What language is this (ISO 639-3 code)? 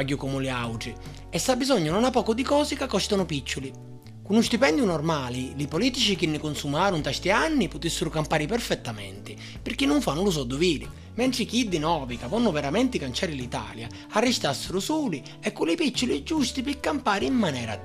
scn